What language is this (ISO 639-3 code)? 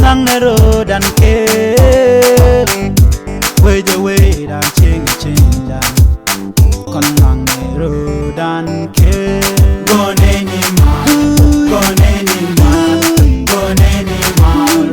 nus